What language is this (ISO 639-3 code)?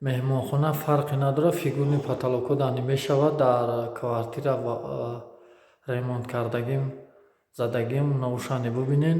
tgk